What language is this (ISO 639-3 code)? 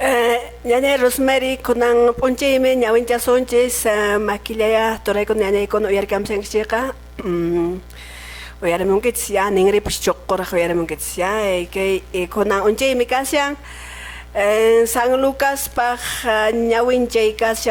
que